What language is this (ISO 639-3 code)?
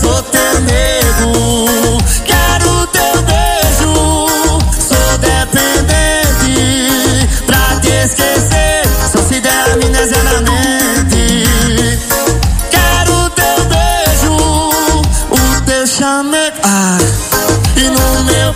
por